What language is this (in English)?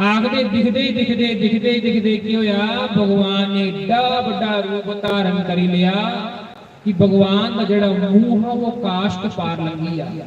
Dogri